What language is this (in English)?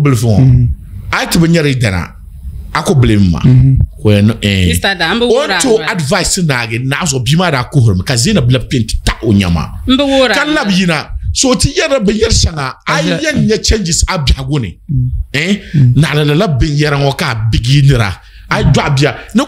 Dagbani